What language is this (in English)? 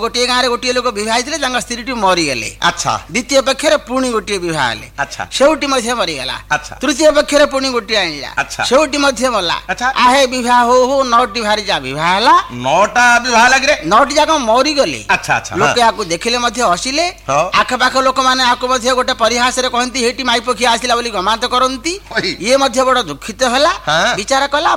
Odia